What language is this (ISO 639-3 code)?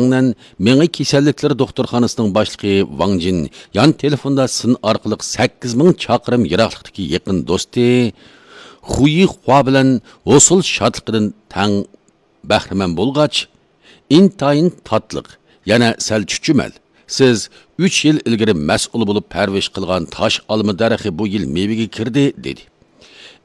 uig